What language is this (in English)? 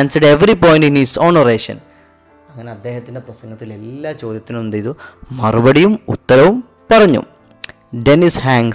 Malayalam